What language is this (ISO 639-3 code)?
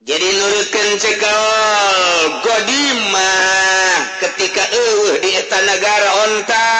sun